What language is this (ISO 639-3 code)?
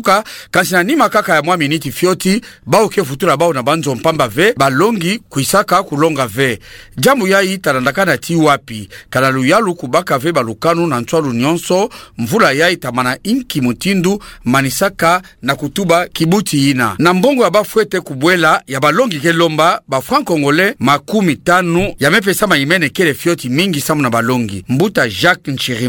ktu